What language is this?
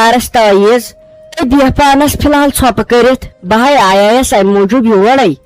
Kashmiri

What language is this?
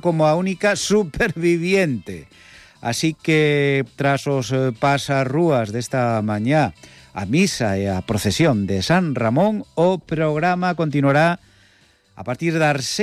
Galician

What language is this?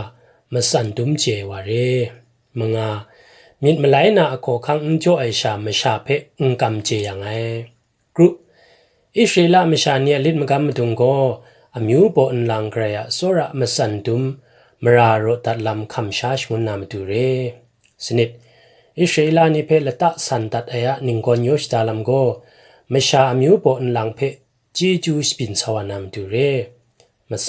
Kachin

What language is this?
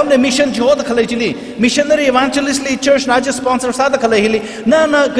Tangkhul Naga (India)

